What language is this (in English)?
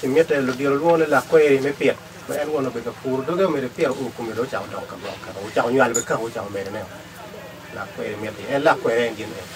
Acoli